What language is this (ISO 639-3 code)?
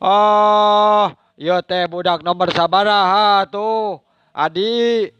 sun